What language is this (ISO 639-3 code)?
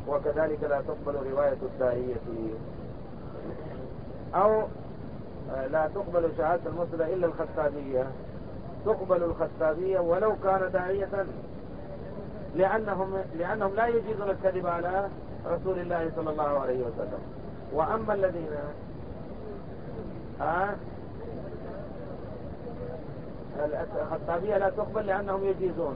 ara